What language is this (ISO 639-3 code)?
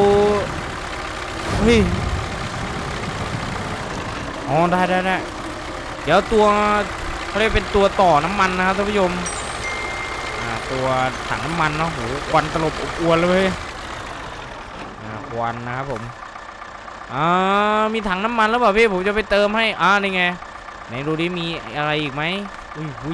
tha